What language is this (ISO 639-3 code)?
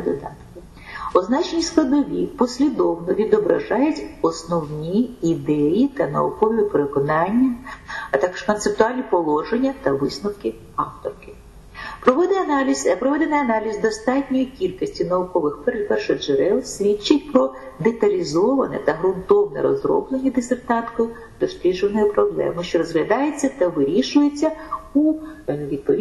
ukr